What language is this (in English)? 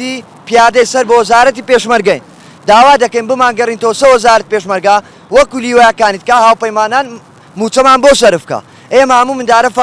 Central Kurdish